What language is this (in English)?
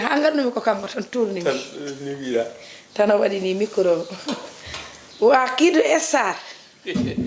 Fula